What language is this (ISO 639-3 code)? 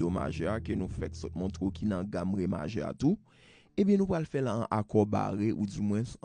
hat